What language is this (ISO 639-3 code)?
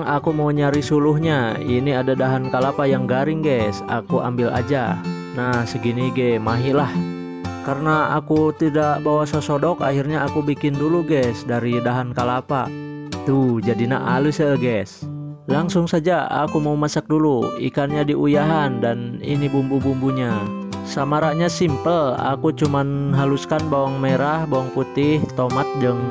ind